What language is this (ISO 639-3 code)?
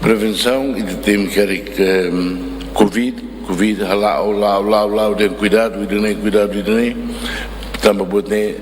tet